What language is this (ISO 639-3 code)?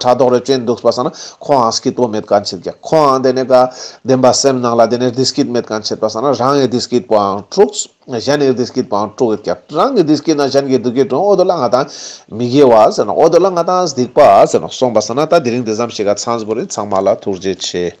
lbj